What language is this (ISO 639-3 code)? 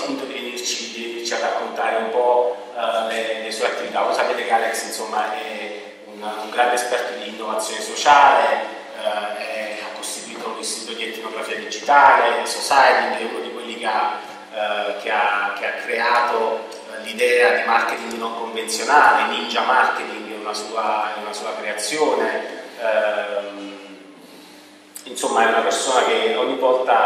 ita